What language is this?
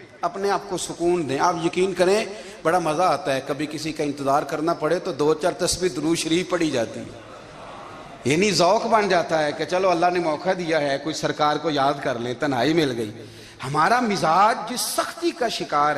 Urdu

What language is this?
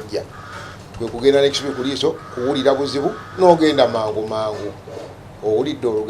Ganda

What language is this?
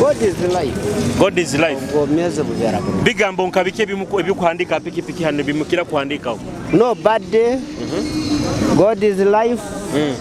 Nyoro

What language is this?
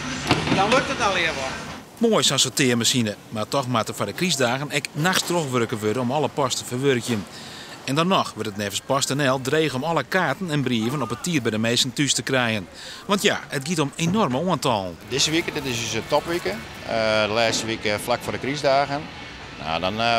Western Frisian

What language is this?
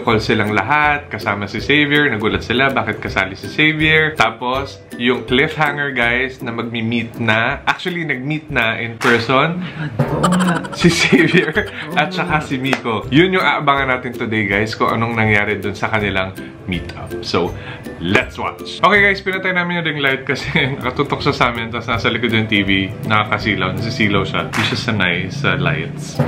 Filipino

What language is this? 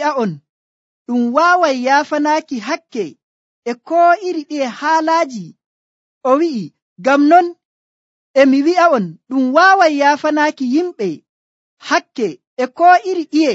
Nigerian Fulfulde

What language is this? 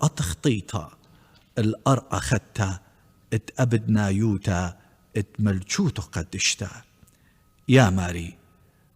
Assyrian Neo-Aramaic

